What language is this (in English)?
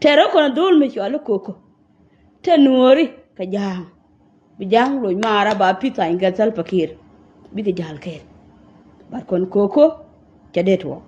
Nuer